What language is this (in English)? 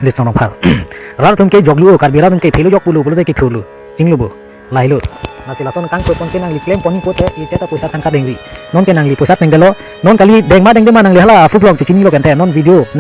Karbi